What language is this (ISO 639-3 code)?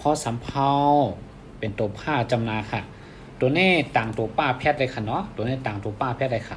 shn